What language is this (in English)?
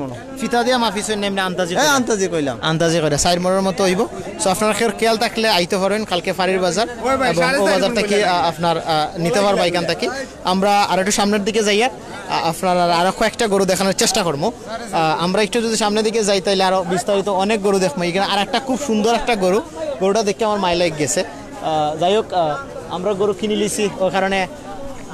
Sylheti